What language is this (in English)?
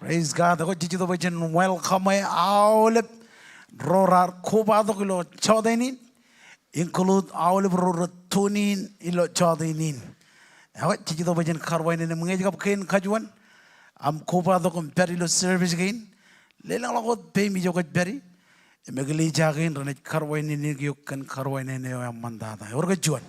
Marshallese